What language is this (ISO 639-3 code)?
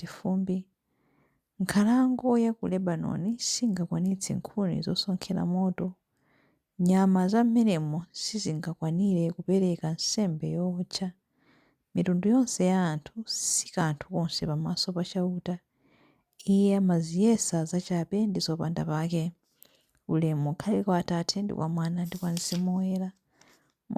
nya